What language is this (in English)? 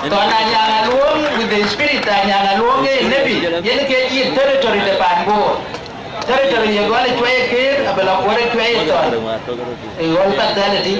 Dinka